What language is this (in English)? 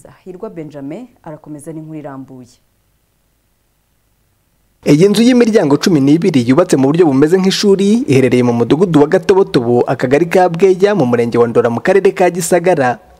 Kinyarwanda